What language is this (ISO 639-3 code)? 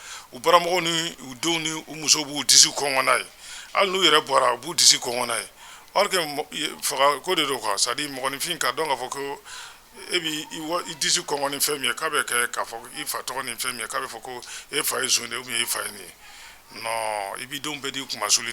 bam